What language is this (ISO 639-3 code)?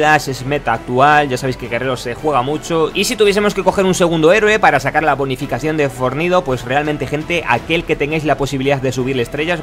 spa